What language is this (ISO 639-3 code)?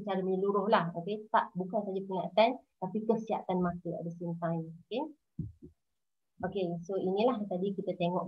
msa